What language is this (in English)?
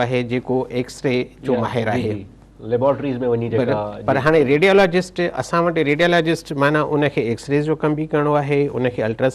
Sindhi